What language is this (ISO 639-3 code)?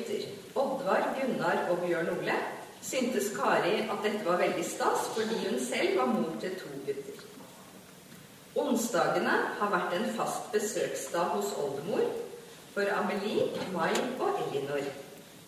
nor